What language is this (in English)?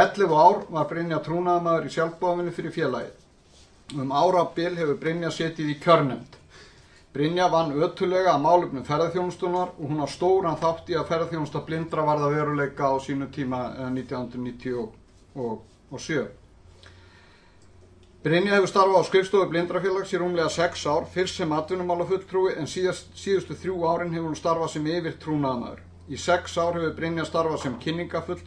Icelandic